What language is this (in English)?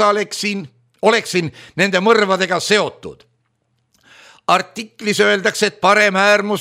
Estonian